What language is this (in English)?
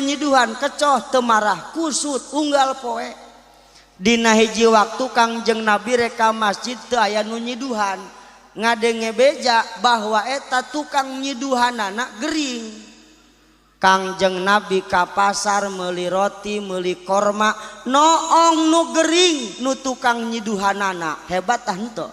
Sundanese